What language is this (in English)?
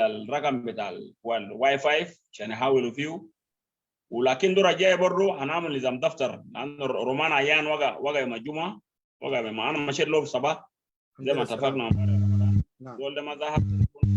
Sudanese Arabic